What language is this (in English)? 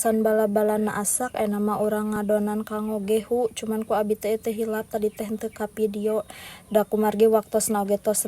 Sundanese